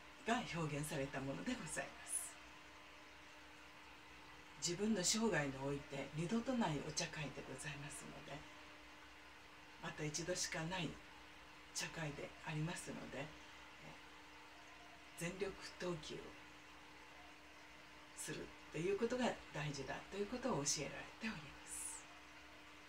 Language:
Japanese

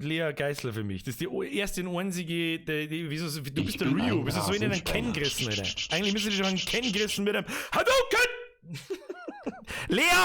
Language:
Bavarian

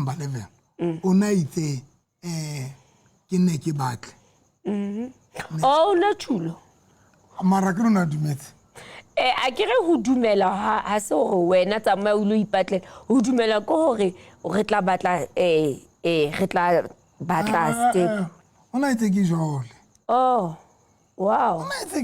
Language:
Southern Sotho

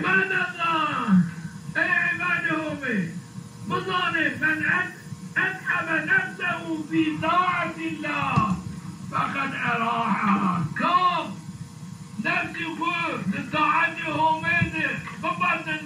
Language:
Zaza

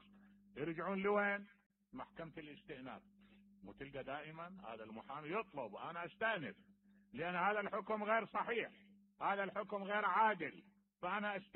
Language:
Mesopotamian Arabic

